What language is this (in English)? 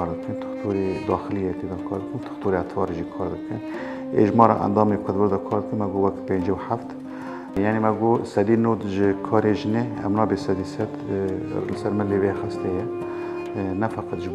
Kurdish